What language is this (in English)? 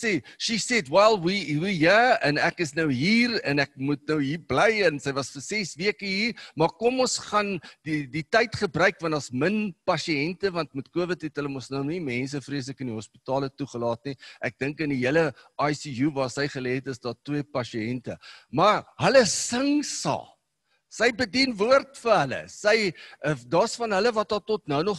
Afrikaans